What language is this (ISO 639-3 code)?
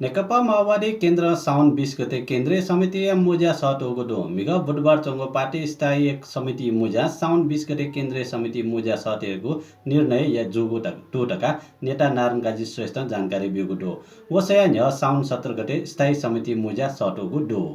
new